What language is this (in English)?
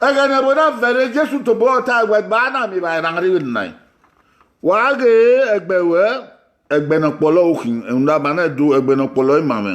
Bini